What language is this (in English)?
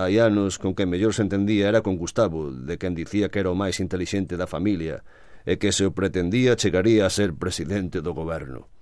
Galician